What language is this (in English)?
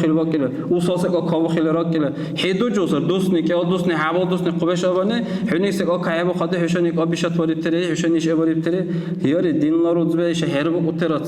Dargwa